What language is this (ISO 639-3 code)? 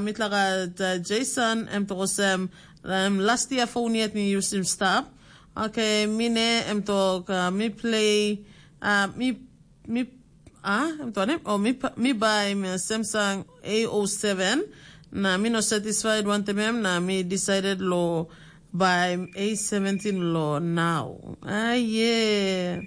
tpi